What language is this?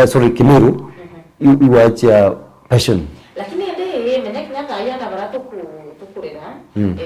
Meru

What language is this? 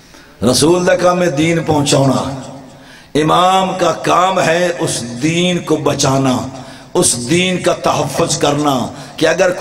Urdu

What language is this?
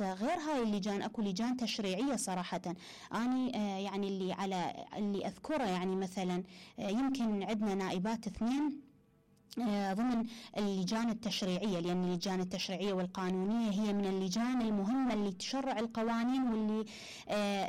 Mesopotamian Arabic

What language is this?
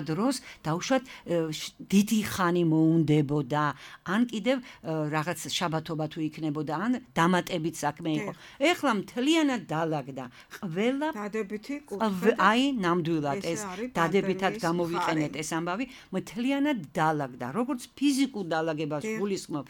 Georgian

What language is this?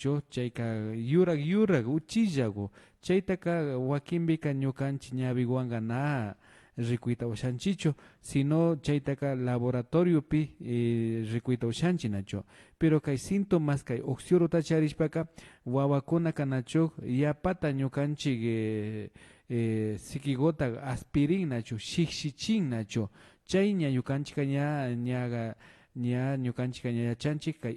Imbabura Highland Quichua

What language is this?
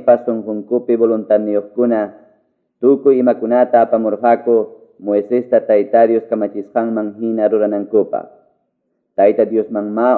Quechua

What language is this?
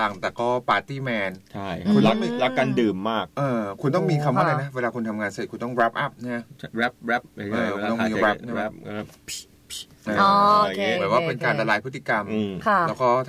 Thai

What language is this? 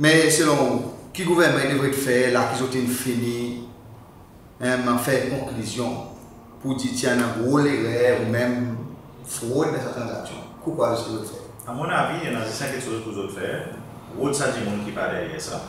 Seselwa Creole French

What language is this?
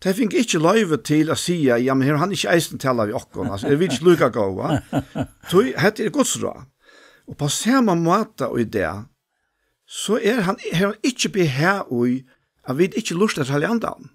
Faroese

